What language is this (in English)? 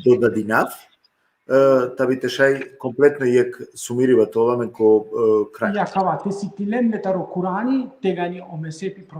Balkan Romani